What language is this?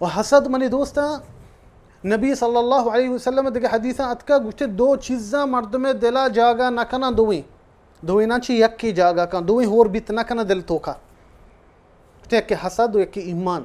Baluchi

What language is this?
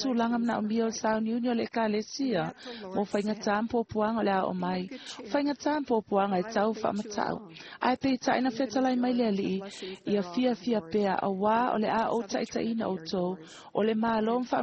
Samoan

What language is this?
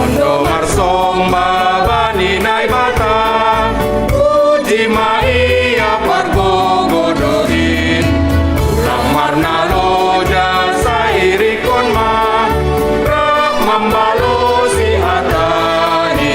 Batak Simalungun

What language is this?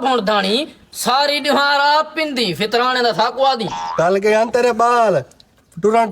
Saraiki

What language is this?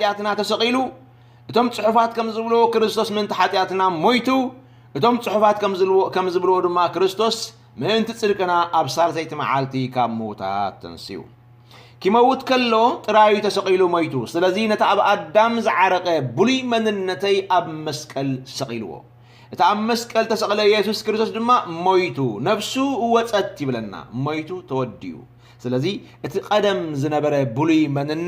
Tigrinya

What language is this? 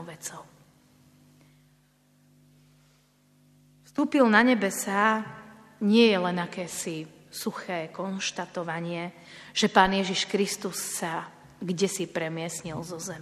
Slovak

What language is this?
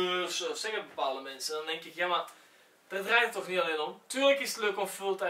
Dutch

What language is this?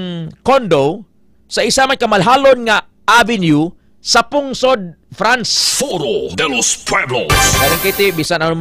Hiligaynon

